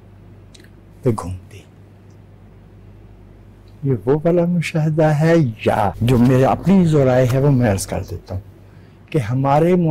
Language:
Urdu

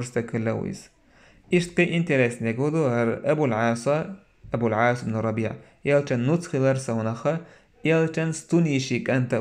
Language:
Chechen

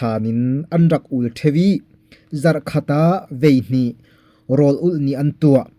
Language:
Falam Chin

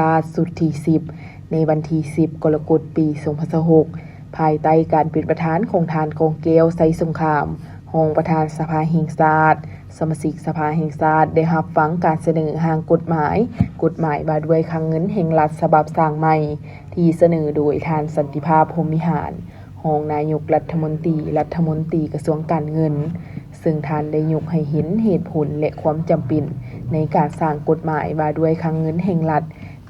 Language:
Lao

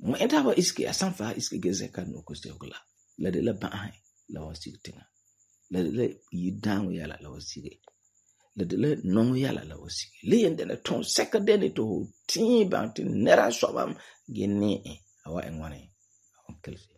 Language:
Frafra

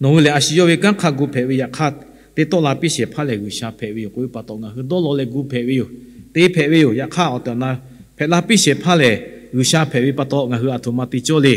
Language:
Lahu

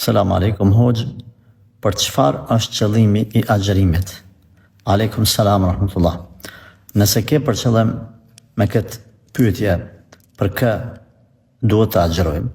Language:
Albanian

